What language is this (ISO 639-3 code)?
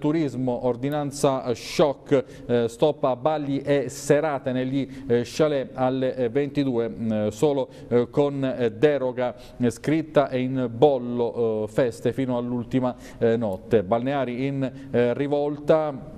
ita